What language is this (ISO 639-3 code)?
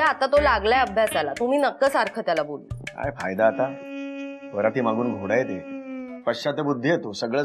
mar